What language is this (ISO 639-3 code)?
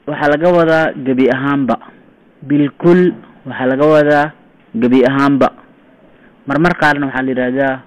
som